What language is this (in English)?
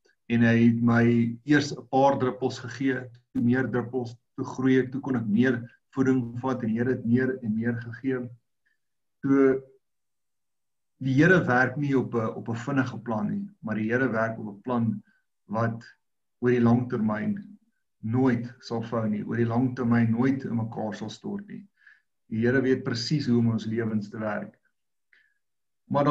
Afrikaans